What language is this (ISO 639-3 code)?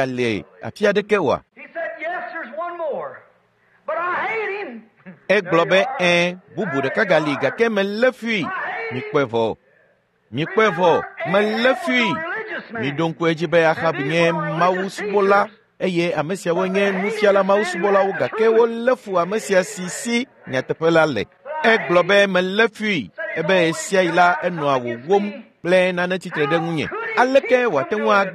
ewe